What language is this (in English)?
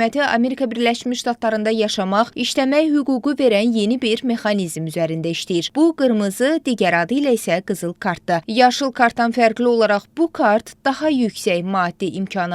Azerbaijani